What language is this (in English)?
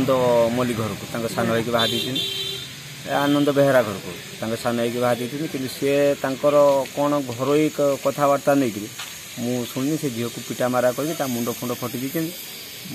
Odia